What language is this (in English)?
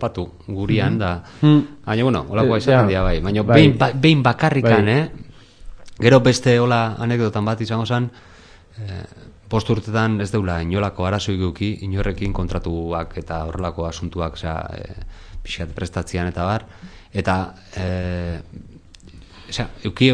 Basque